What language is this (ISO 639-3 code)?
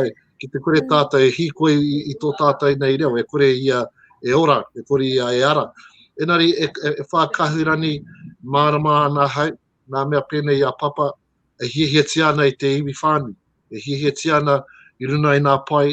mri